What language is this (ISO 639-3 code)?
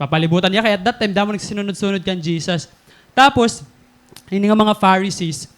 war